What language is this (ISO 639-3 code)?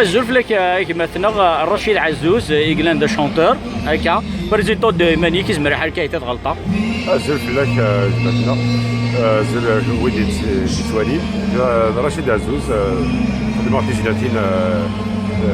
kab